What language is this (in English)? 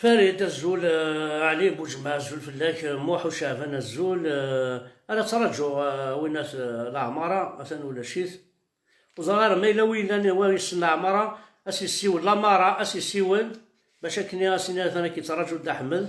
Kabyle